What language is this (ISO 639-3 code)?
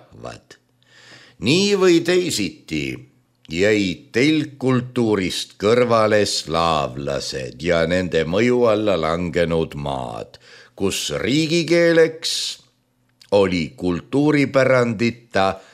est